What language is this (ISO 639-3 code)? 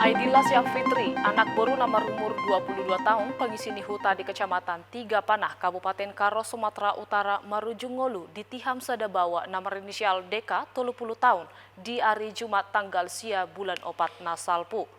bbc